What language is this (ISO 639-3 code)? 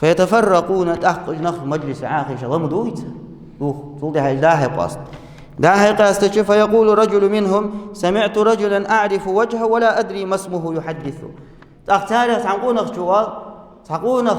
inh